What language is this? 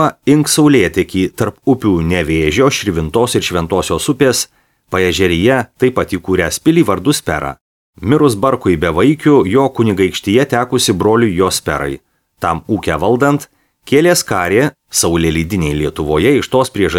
Lithuanian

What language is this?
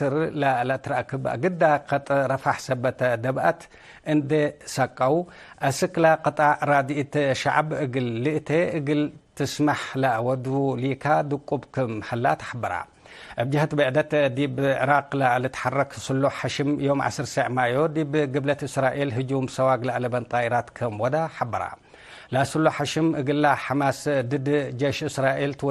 Tigre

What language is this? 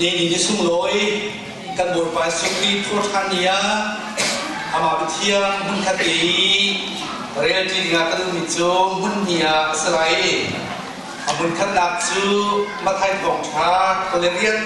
Hakha Chin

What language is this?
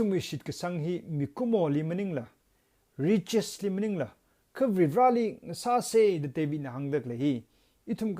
Tangkhul Naga (India)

